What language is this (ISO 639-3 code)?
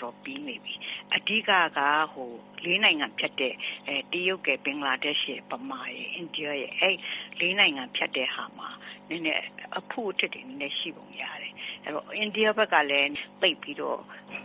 mya